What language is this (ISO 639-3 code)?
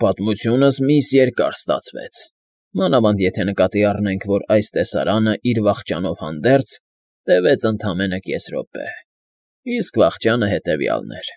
hye